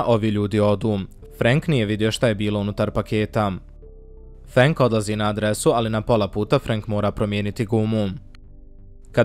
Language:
Bosnian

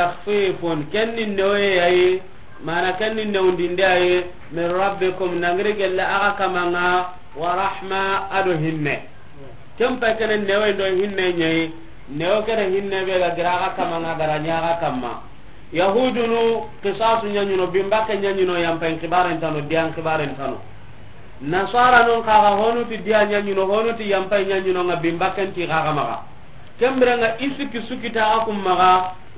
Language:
Soninke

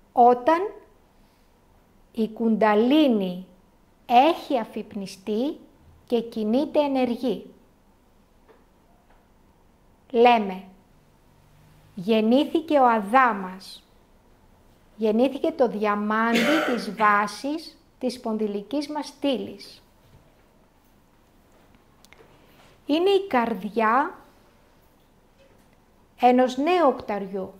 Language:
Greek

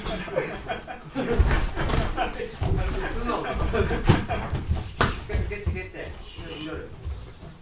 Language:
Japanese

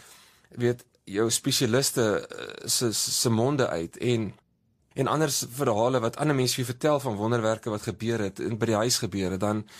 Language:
Afrikaans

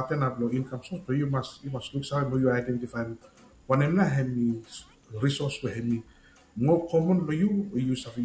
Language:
Bislama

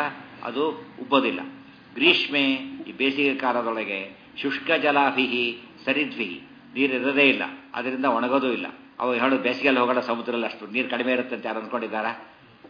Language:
Kannada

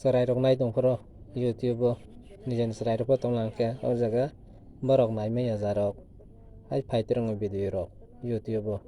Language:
Kok Borok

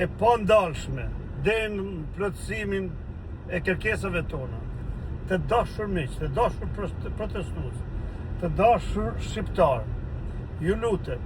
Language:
Albanian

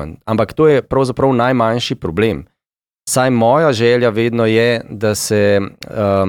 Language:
Slovenian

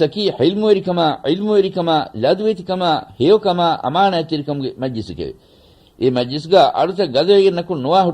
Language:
Divehi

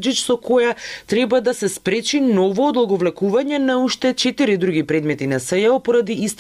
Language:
Macedonian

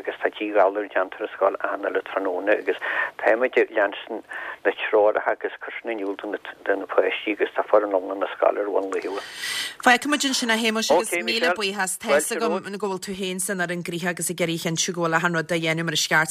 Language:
Irish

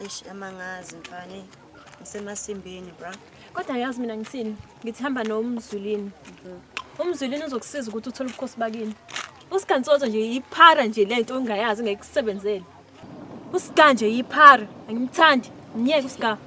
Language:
Zulu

